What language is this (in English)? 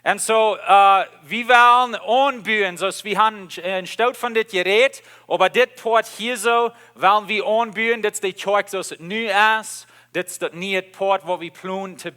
Plautdietsch